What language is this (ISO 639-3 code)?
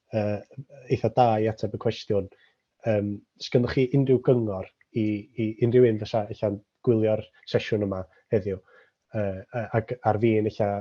cym